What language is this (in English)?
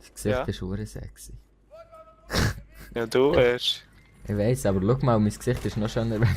Swiss German